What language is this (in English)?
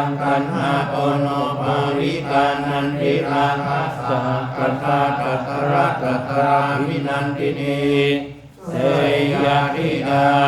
Pali